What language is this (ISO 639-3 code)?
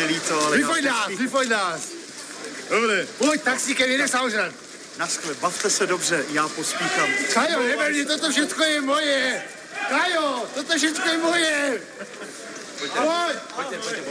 ces